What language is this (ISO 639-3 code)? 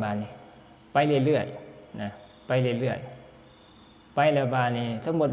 tts